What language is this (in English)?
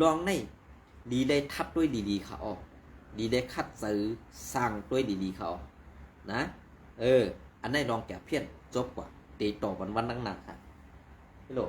Shan